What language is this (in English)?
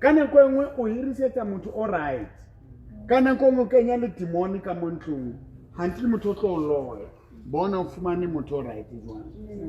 Southern Sotho